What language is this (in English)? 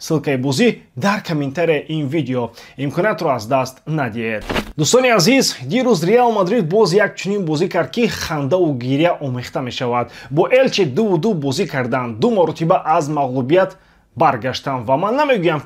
Tajik